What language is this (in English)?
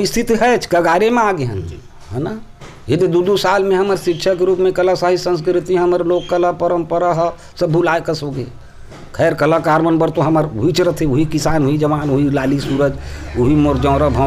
Chhattisgarhi